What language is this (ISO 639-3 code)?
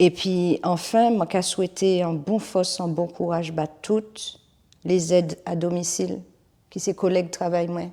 gcf